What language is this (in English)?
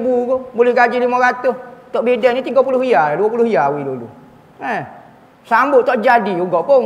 Malay